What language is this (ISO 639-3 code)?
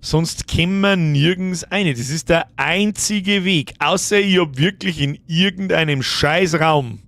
bar